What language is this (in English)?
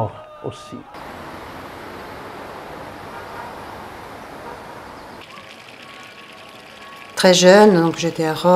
French